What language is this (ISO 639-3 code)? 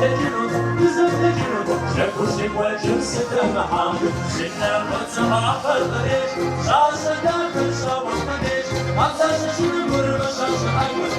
kbd